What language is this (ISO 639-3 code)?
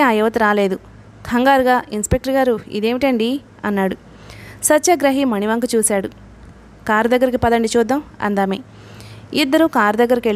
tel